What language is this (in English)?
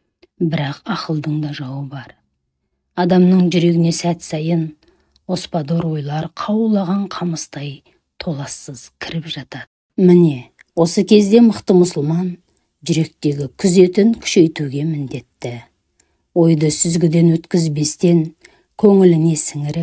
Kazakh